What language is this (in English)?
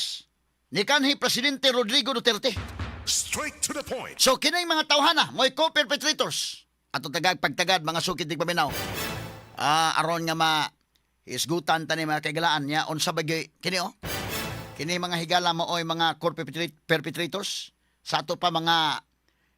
Cebuano